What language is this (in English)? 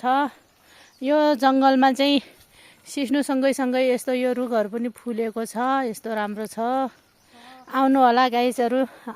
Nepali